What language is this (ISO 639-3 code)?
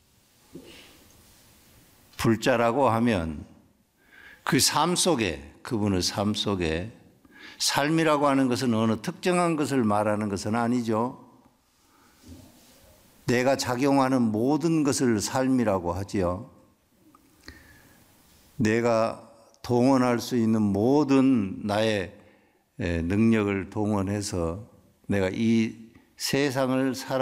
kor